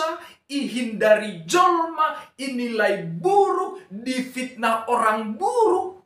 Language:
Batak Simalungun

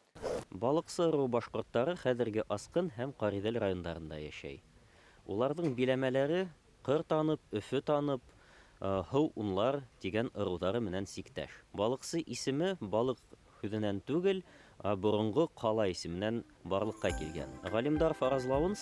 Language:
Bashkir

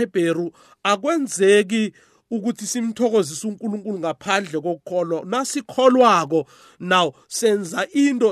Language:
South Ndebele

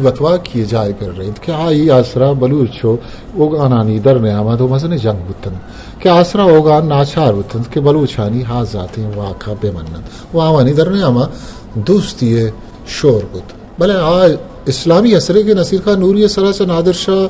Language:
Eastern Balochi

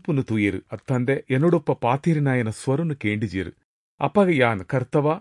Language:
Tulu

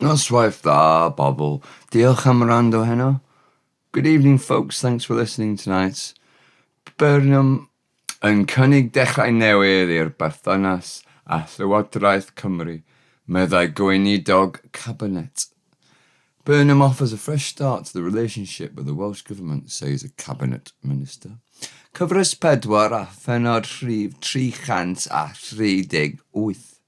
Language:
Welsh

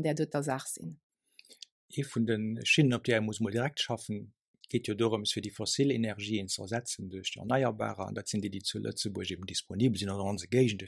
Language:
Luxembourgish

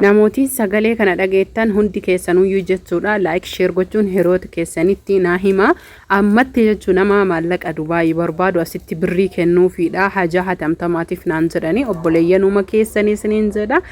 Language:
Oromo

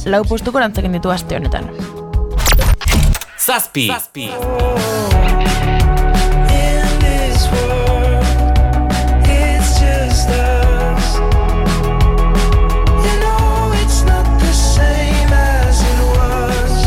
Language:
Basque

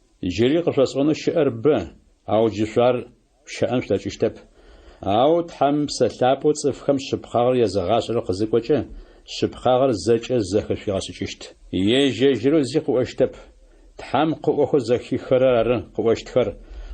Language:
Adyghe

